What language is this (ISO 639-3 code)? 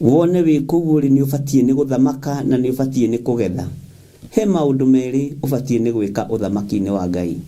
kik